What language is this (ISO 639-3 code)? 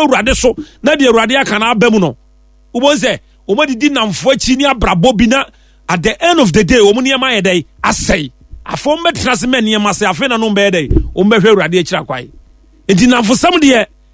aka